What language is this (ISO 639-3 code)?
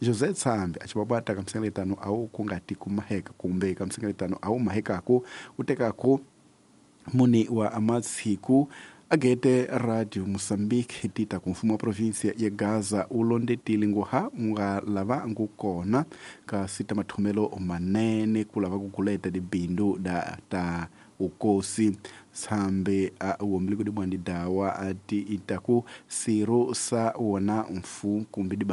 tso